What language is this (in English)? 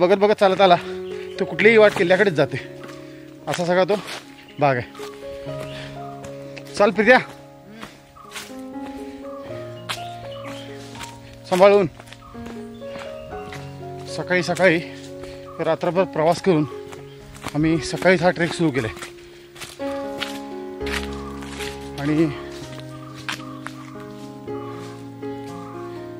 Marathi